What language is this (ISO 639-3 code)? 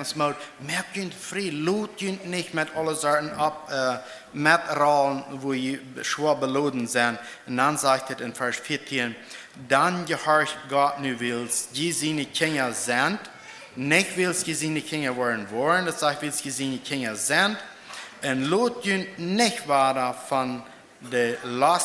pdt